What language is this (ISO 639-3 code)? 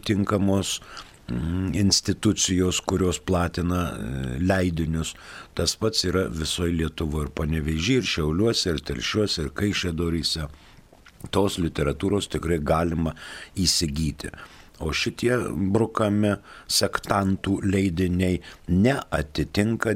lit